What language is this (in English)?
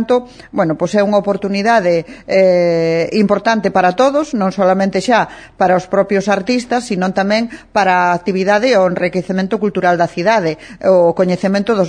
Galician